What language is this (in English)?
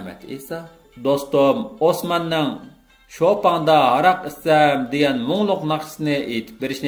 Uyghur